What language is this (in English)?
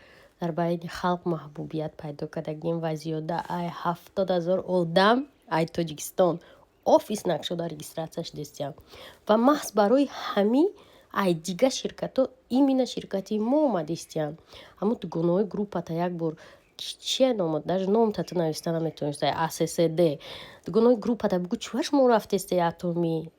Tajik